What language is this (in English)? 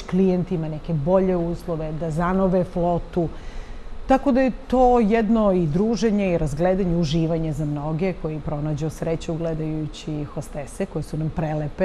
Serbian